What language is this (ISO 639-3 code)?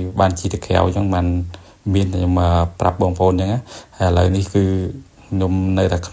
khm